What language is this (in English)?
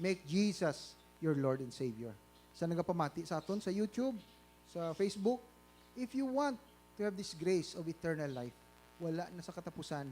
Hiligaynon